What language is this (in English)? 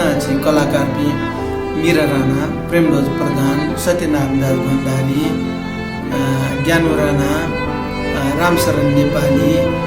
Newari